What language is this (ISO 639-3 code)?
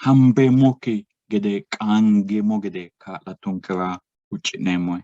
sid